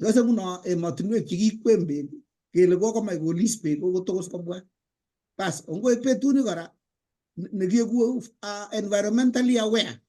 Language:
Kalenjin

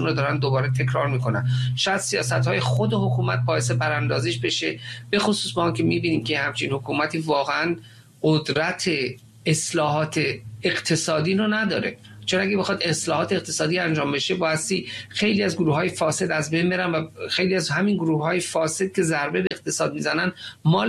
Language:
Persian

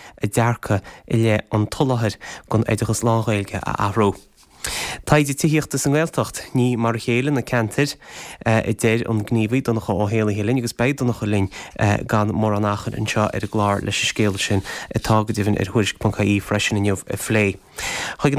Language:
Irish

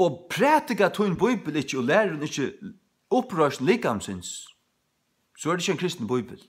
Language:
Faroese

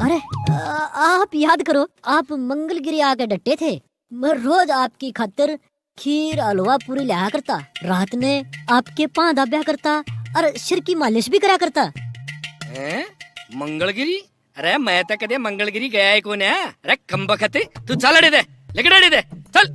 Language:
Haryanvi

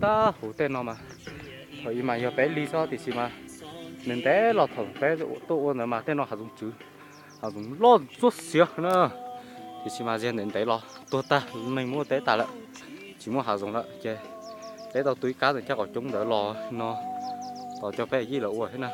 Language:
Hmong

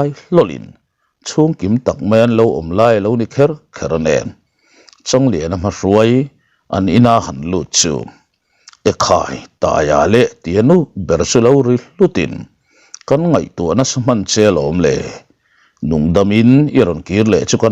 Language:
Mizo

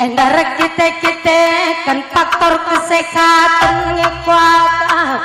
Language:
Batak Karo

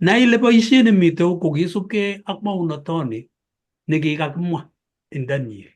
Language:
Kalenjin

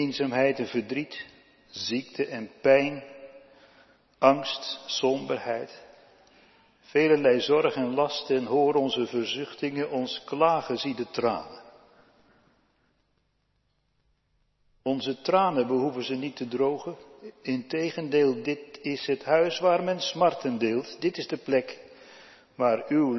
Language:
Dutch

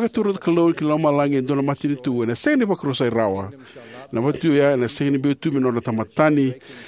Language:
Fijian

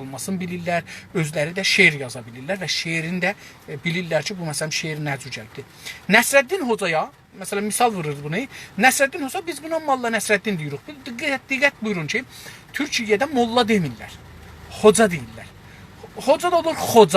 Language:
South Azerbaijani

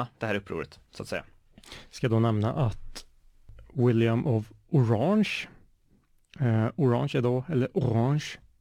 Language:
Swedish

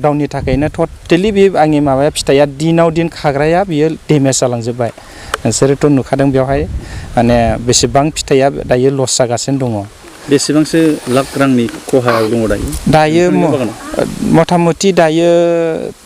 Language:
Bodo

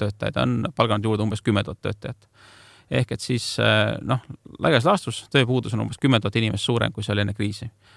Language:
Estonian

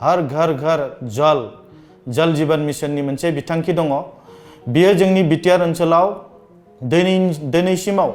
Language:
Bodo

